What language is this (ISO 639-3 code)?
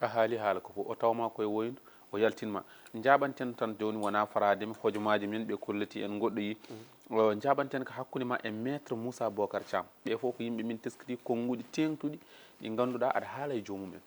ful